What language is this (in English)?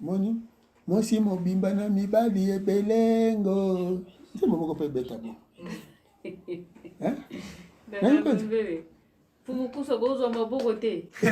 Lingala